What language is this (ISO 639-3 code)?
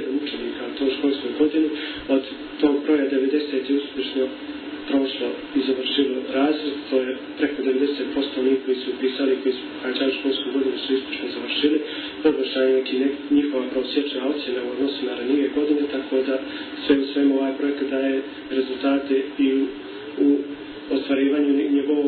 bos